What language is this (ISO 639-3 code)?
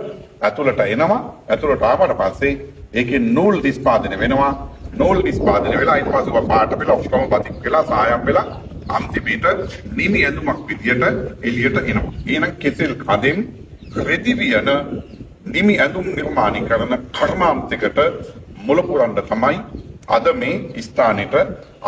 sin